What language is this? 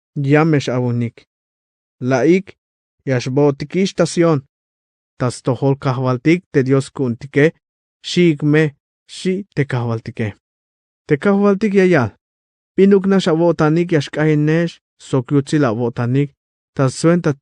Tzeltal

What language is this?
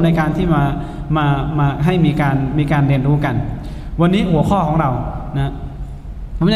Thai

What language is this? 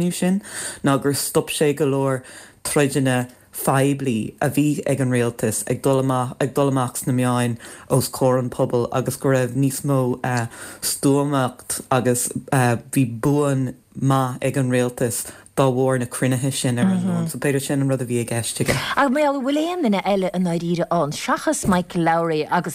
Irish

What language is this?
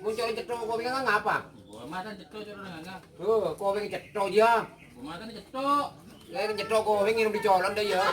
Madurese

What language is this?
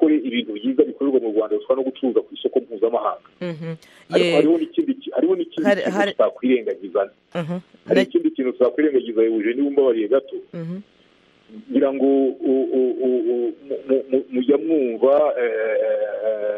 Kinyarwanda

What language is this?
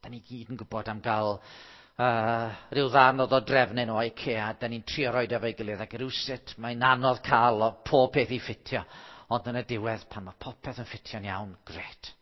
Welsh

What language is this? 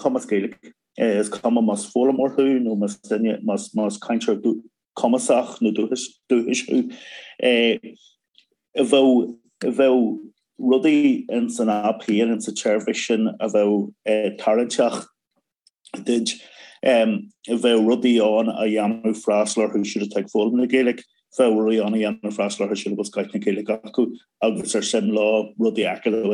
Irish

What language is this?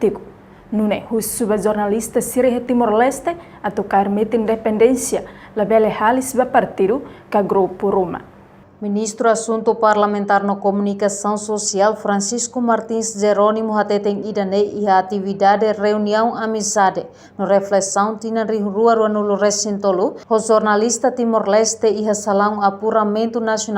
Tetum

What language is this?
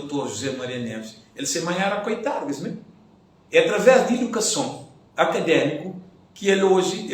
Kabuverdianu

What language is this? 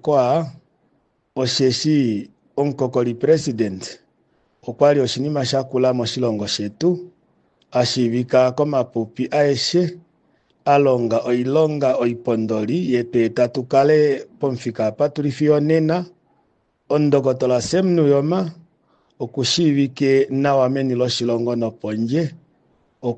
Kuanyama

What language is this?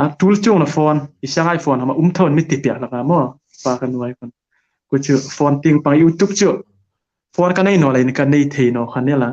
Hmar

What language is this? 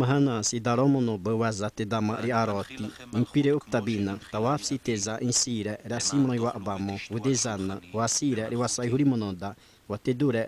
Xavánte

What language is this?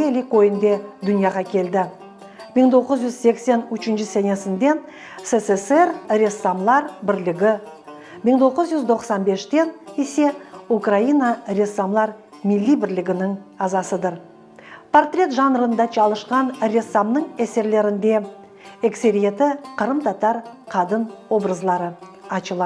Crimean Tatar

